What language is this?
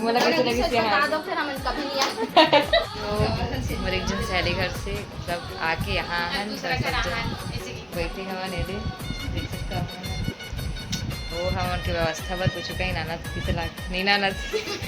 Chhattisgarhi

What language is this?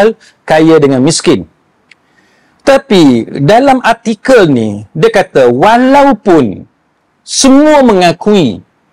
Malay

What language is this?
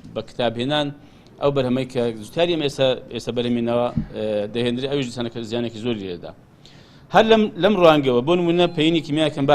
Central Kurdish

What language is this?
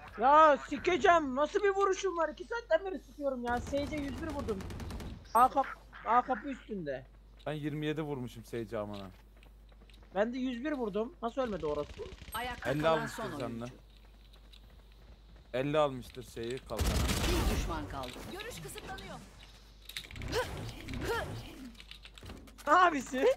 Turkish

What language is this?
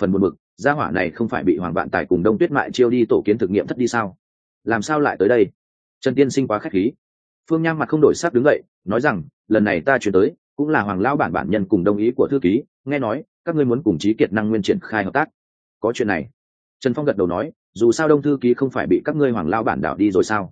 Vietnamese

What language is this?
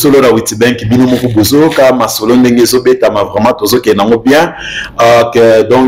Lingala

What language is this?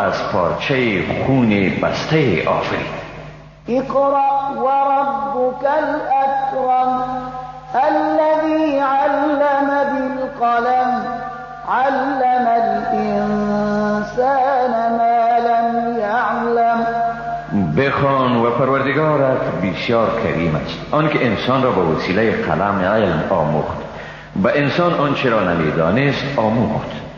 Persian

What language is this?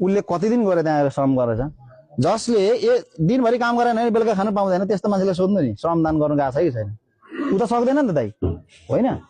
Nepali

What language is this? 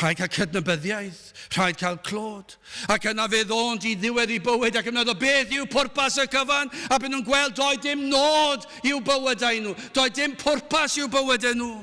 Welsh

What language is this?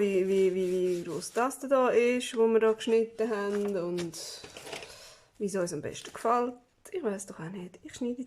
Swiss German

